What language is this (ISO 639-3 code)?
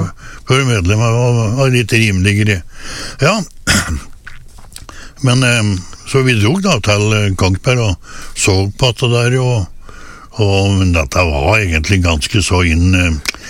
nor